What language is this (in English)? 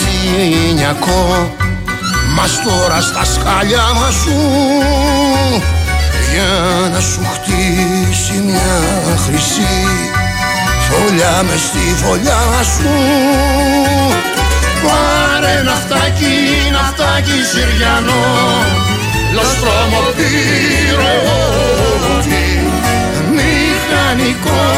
Greek